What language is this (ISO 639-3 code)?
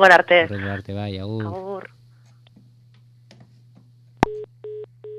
eus